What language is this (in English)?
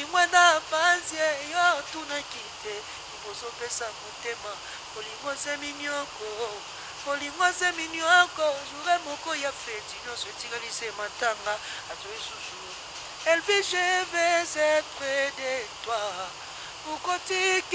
Lingala